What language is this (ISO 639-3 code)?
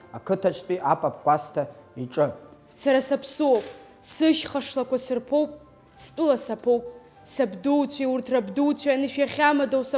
abk